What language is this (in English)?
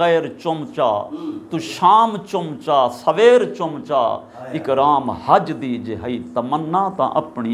Saraiki